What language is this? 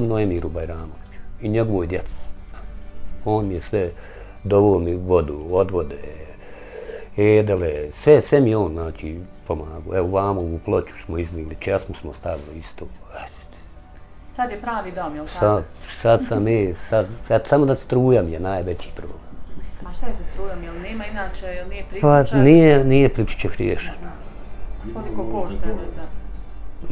Bosnian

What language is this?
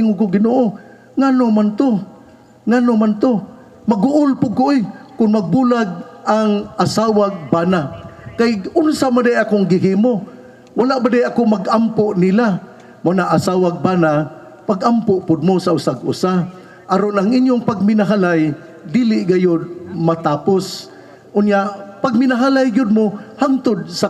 Cebuano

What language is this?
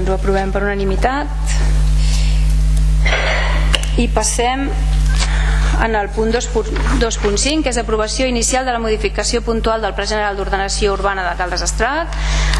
Catalan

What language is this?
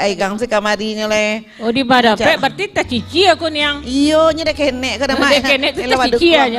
Minangkabau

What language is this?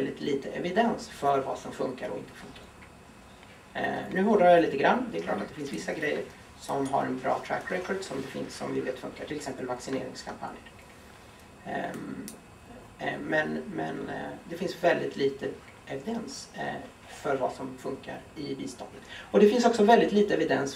Swedish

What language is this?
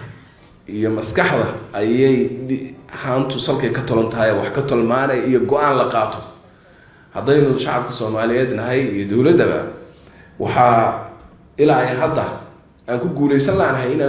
Somali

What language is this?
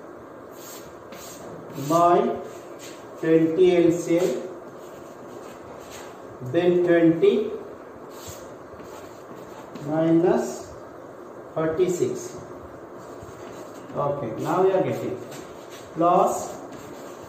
English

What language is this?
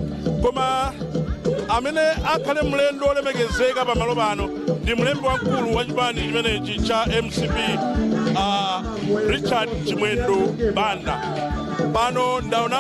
Nyanja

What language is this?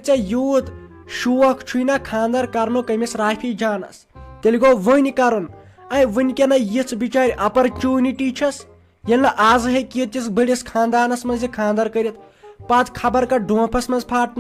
Kashmiri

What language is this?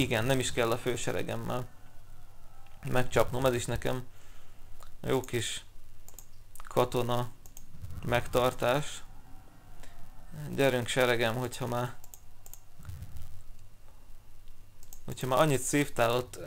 Hungarian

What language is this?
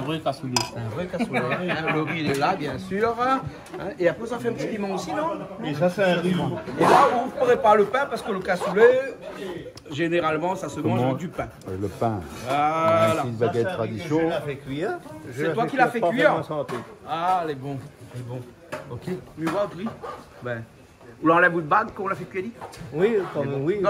Réunion Creole French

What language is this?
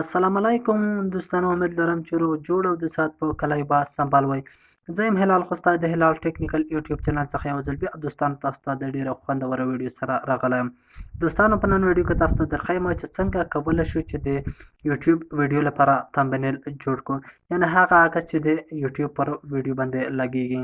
Pashto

